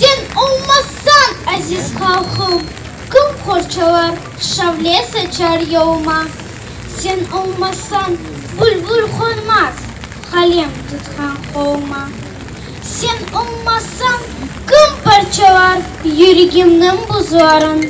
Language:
Crimean Tatar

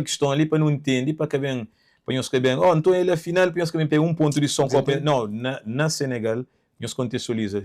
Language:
Kabuverdianu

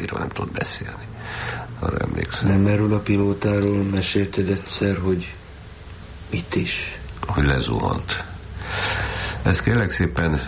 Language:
Hungarian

